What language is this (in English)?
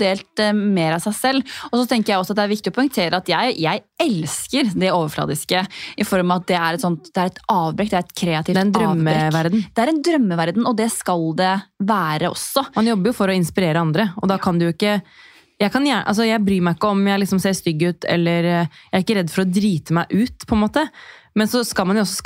Norwegian